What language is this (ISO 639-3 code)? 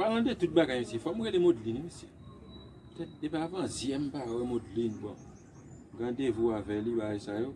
hat